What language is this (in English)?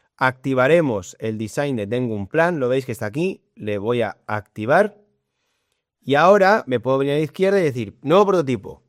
Spanish